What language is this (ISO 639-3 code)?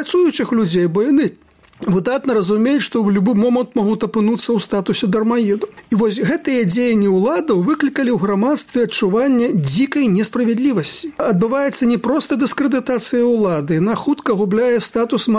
bel